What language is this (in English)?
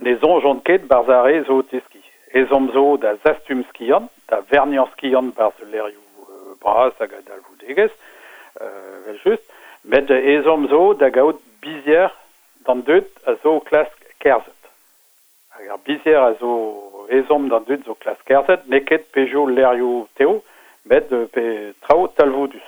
Breton